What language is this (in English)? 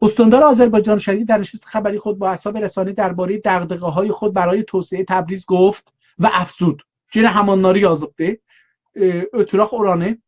South Azerbaijani